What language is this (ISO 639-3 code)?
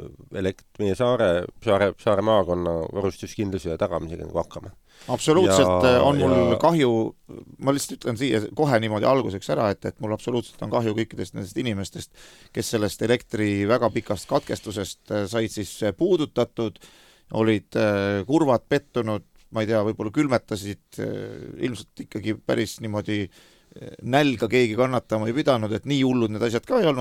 est